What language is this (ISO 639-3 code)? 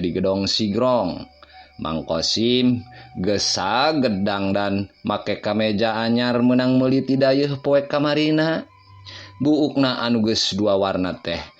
sun